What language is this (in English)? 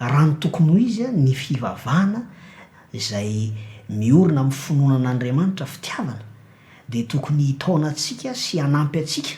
Malagasy